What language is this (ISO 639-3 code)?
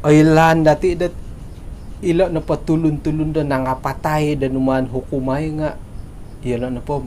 dtp